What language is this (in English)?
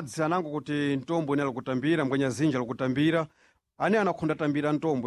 Sena